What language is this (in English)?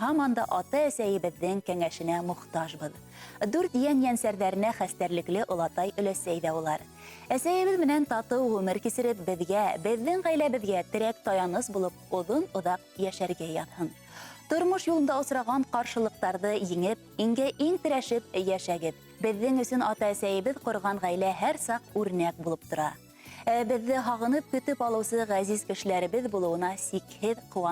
Bashkir